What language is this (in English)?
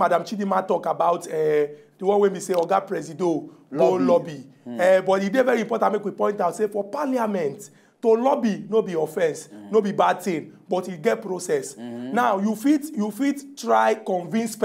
Nigerian Pidgin